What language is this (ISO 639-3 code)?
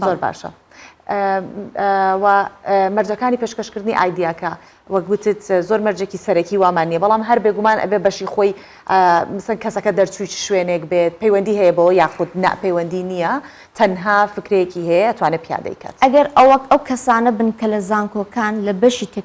ckb